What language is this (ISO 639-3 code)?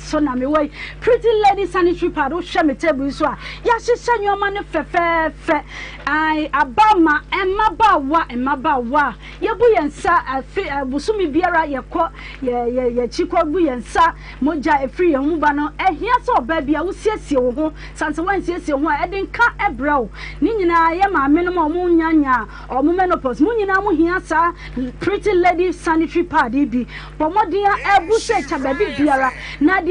aka